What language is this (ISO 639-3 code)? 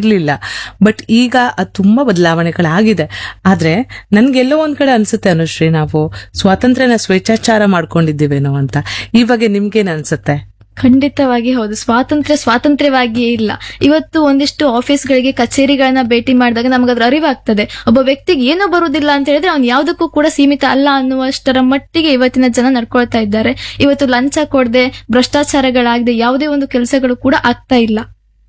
kan